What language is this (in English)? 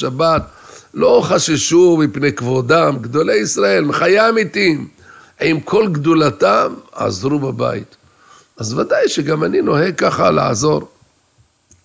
Hebrew